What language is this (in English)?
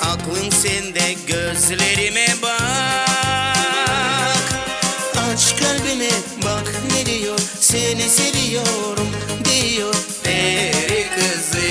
Gagauz